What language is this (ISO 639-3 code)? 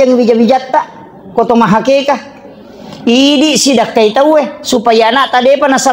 bug